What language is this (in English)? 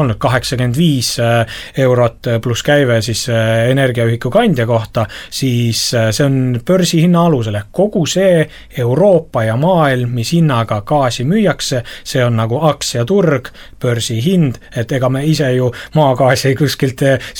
Estonian